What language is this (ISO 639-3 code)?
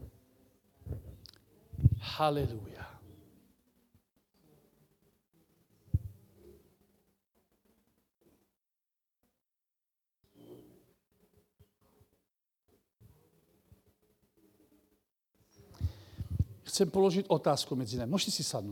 slk